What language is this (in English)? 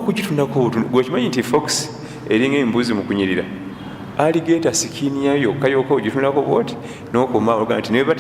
Ganda